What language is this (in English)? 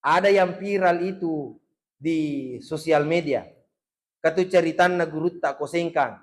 Buginese